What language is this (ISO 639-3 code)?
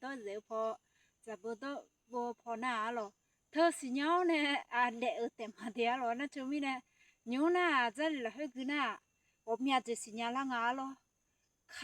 ahk